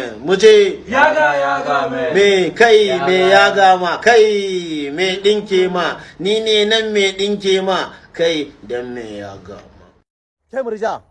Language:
Hausa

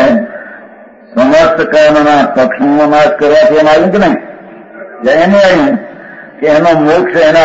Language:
Gujarati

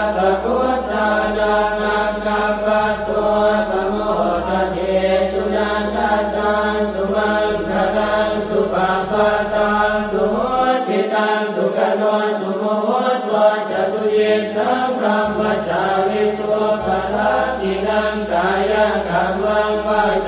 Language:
Pali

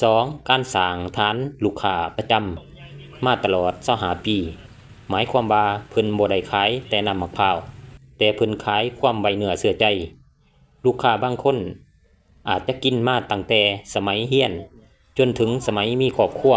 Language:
Lao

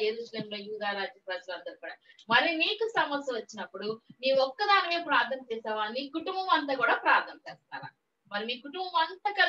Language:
Telugu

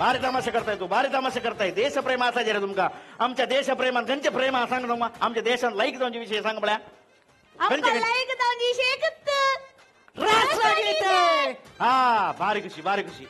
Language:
Konkani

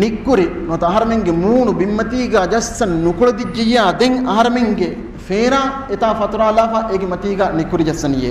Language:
Divehi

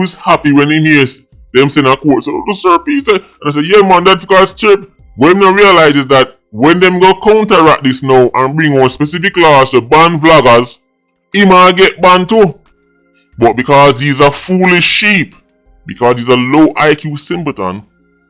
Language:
Jamaican Creole English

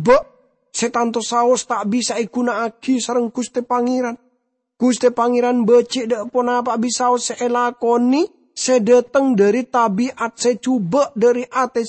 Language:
Madurese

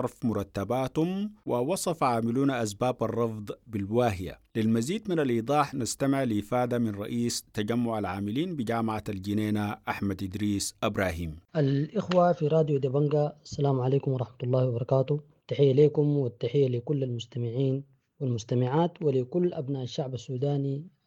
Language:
Sudanese Arabic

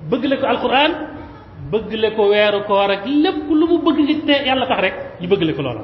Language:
Wolof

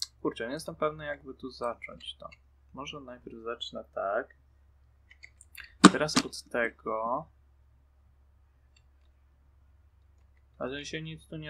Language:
Polish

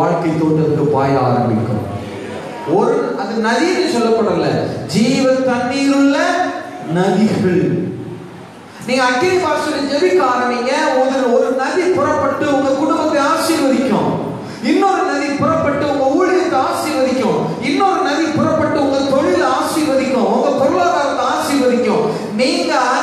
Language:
Tamil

